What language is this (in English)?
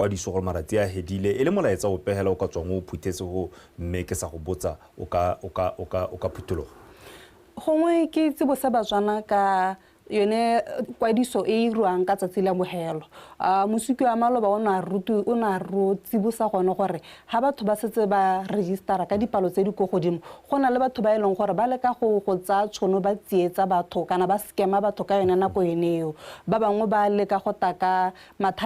Tswana